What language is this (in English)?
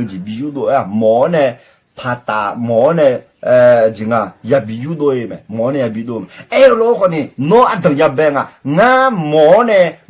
Akha